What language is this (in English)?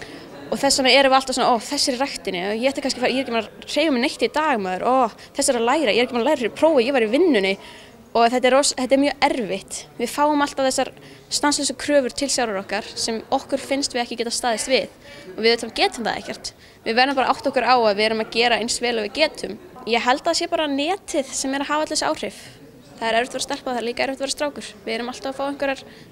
Icelandic